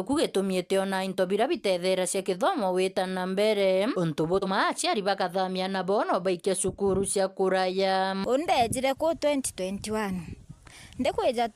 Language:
Meru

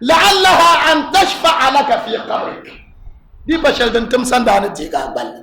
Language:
Dagbani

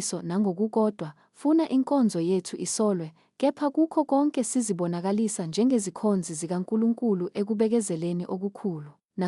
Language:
Zulu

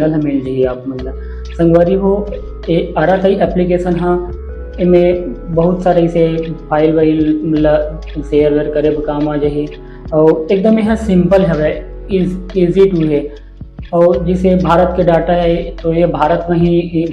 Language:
Chhattisgarhi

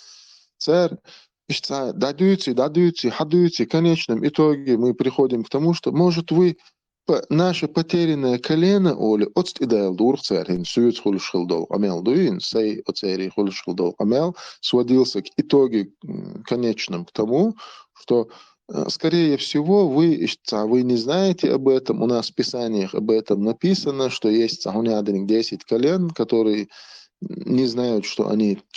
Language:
Chechen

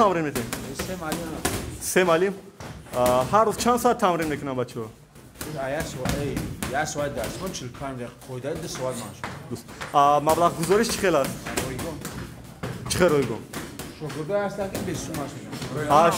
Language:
Tajik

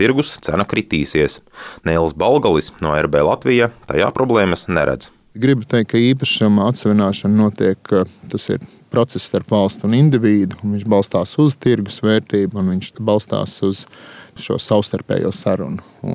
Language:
Latvian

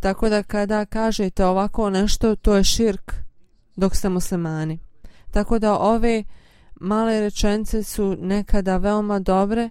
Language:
Bosnian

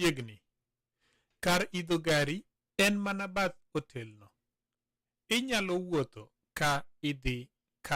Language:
Luo (Kenya and Tanzania)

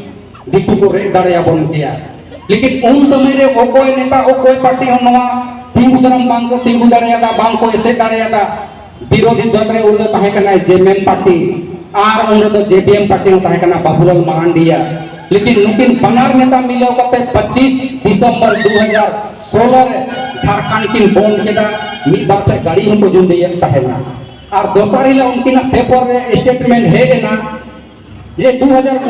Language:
Santali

